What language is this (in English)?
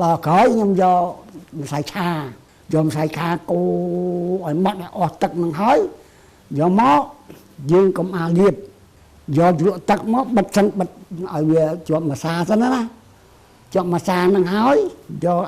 Khmer